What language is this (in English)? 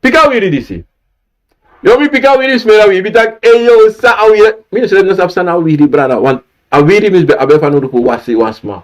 Sranan Tongo